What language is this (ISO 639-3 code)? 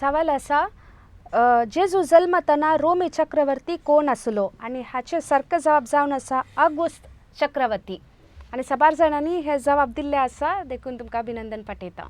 kok